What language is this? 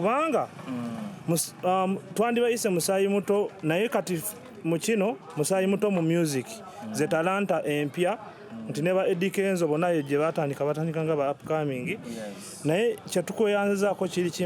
Ganda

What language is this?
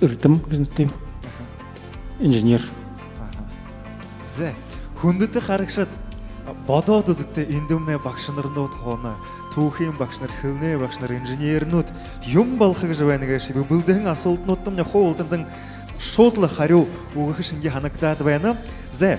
Buriat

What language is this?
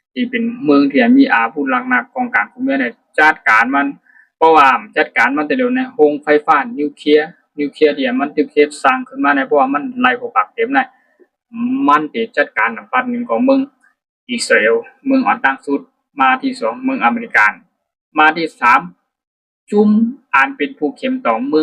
Shan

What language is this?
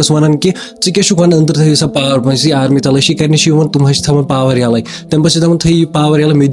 Kashmiri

